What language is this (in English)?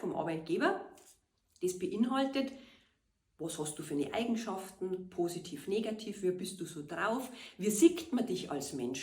Bavarian